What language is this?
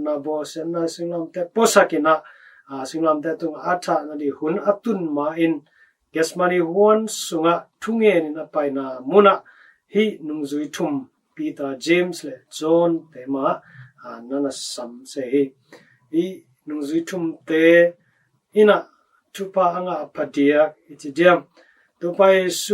Tedim Chin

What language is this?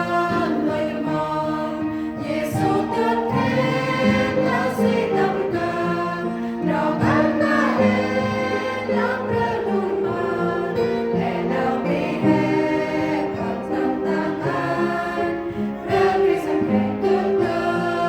Central Mnong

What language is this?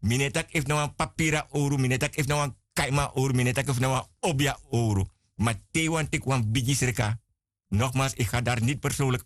Sranan Tongo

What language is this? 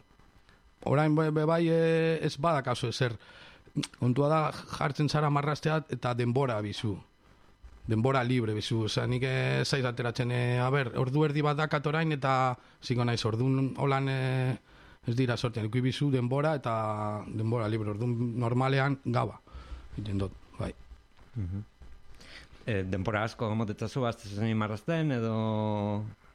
Basque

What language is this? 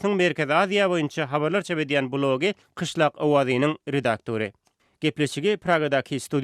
Turkmen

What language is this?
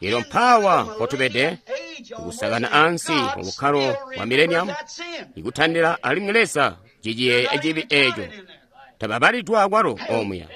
Tonga (Zambia)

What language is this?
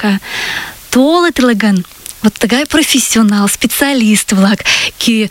Mari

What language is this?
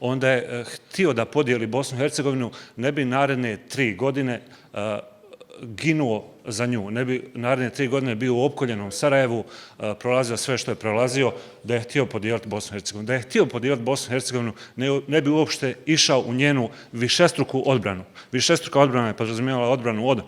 Bosnian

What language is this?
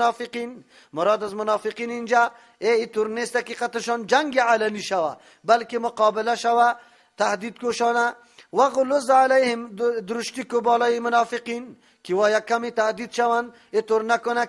Persian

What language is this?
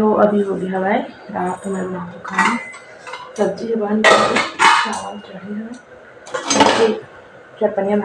Chhattisgarhi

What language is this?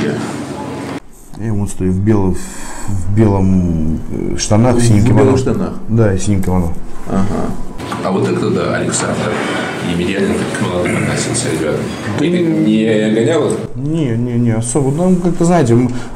Russian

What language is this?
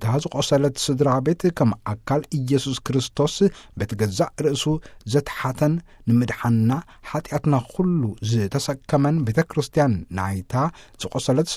Tigrinya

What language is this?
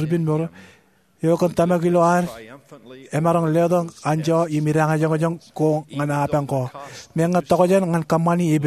Marshallese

